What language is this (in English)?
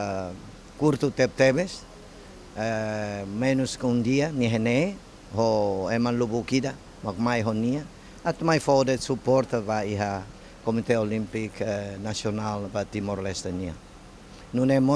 Tetum